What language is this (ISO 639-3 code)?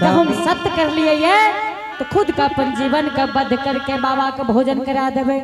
anp